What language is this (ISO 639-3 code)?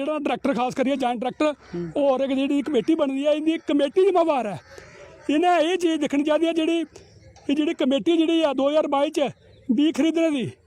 doi